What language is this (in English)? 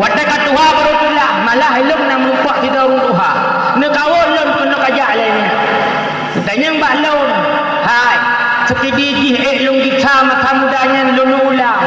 Achinese